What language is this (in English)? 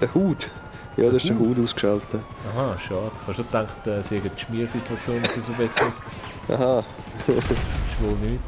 Swiss German